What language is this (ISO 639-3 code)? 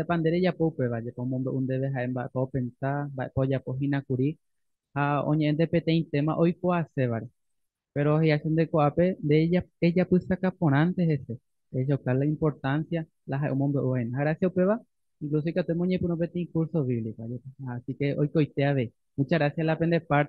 grn